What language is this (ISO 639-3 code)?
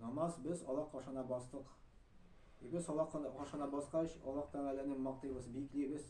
tat